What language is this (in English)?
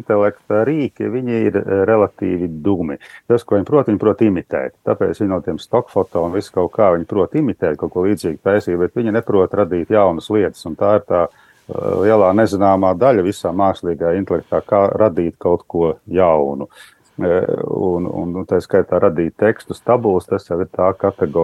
Latvian